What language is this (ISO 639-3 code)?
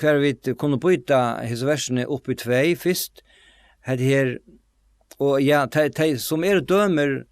fao